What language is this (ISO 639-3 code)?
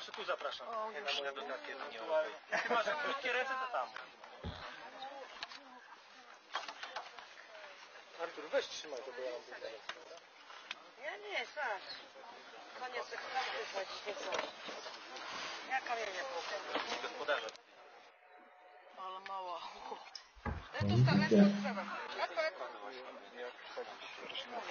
pol